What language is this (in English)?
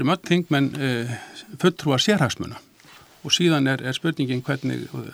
Icelandic